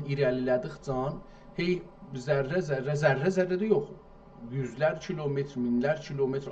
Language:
South Azerbaijani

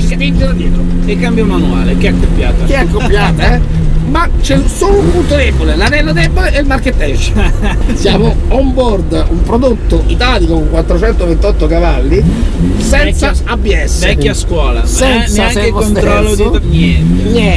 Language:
Italian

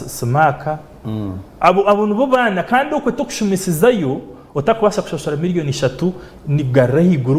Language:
Nyankole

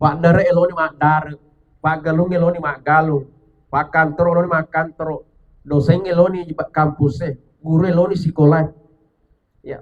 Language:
Buginese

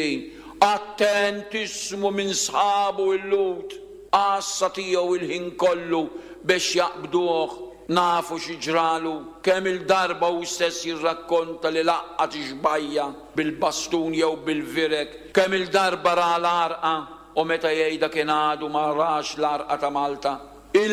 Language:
Maltese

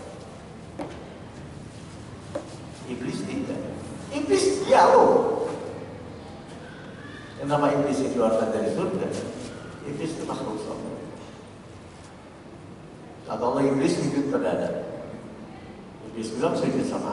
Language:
Indonesian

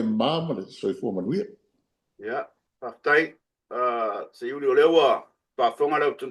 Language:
Samoan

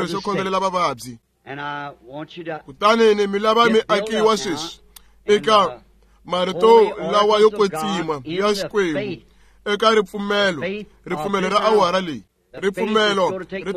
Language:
Tsonga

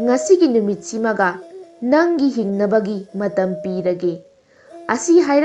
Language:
Manipuri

